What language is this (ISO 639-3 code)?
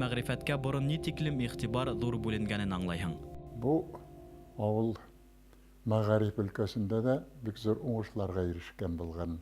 bak